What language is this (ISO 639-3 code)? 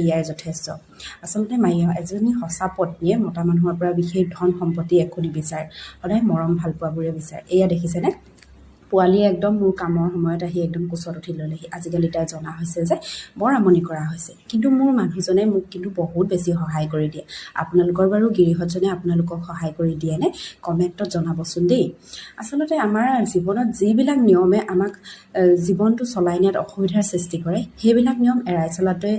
asm